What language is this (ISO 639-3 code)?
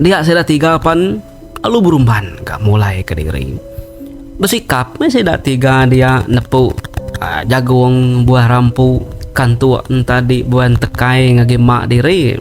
iba